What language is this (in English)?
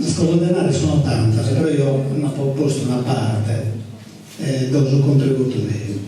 Sardinian